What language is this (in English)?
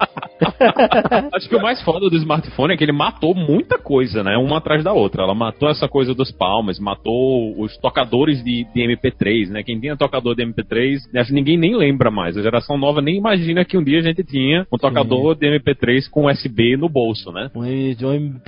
Portuguese